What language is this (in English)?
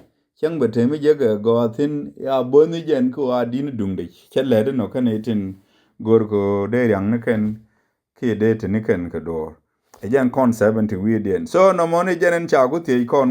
Nuer